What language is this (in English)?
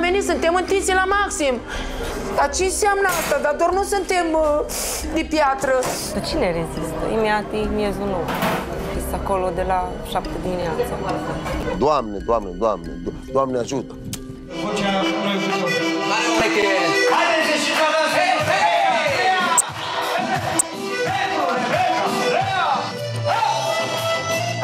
Romanian